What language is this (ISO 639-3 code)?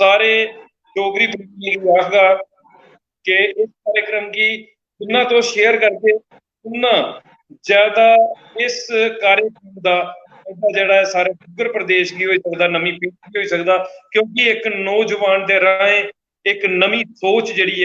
doi